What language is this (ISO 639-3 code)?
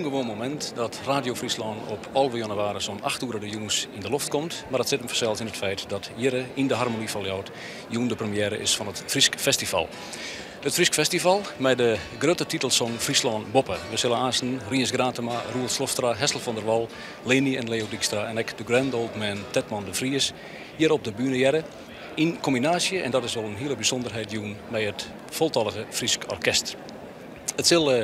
fry